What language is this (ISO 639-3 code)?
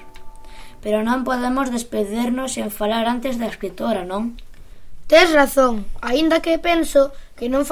glg